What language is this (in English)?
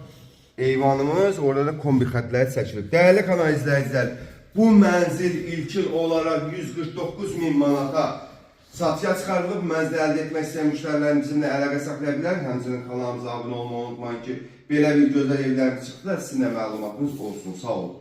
Azerbaijani